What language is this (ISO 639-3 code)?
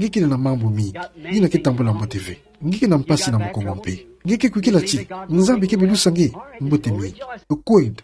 ktu